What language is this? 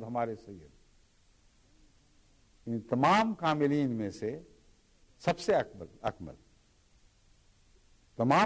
Urdu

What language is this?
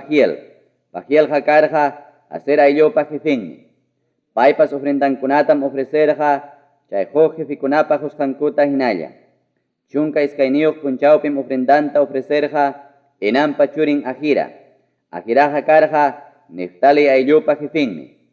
Ayacucho Quechua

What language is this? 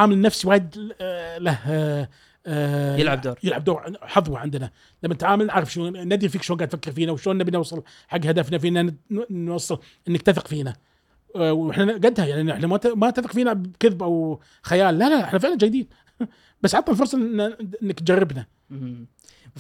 Gulf Arabic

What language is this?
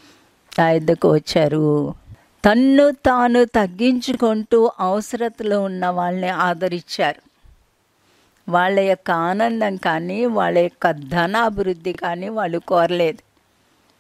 Telugu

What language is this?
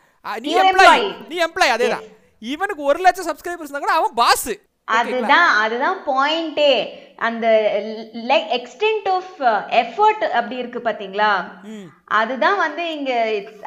Tamil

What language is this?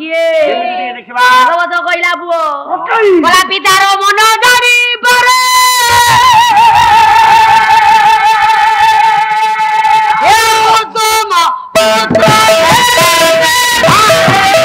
Odia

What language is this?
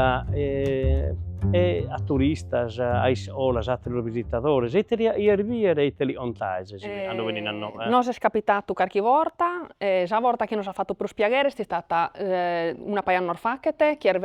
Sardinian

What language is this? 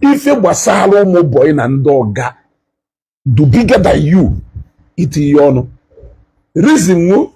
Igbo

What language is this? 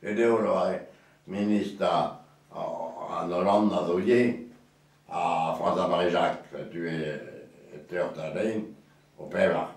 Breton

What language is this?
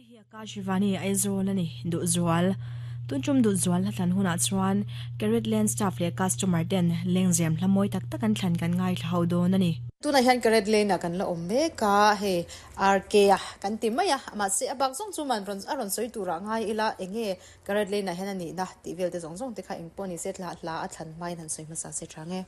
Mizo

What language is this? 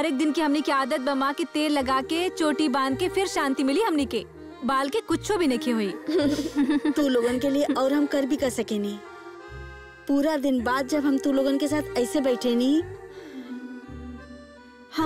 Bhojpuri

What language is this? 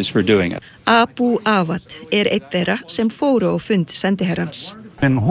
Icelandic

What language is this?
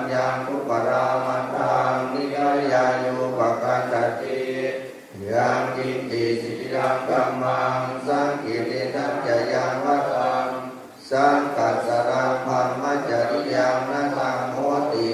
Pali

